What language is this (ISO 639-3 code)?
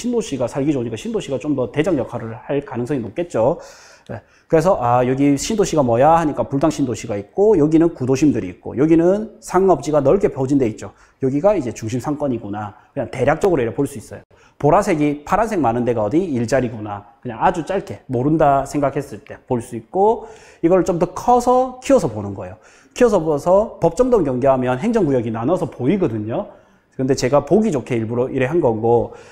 kor